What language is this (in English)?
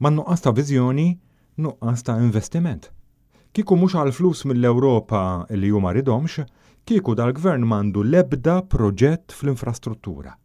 Maltese